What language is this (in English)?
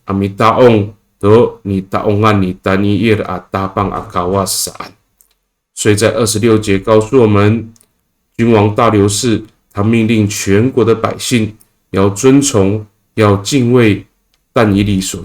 Amis